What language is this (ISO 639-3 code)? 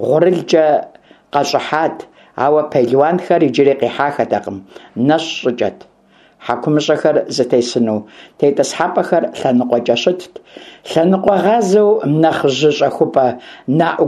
kbd